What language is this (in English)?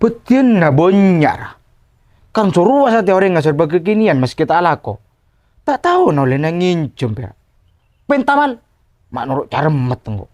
Madurese